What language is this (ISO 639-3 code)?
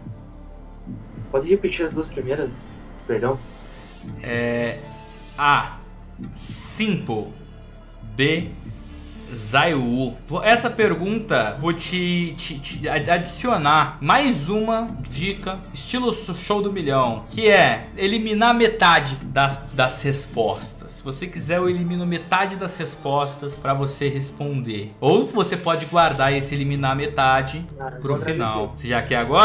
por